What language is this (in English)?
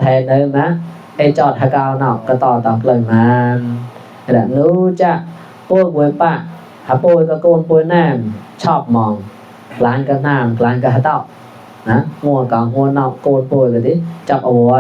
Mon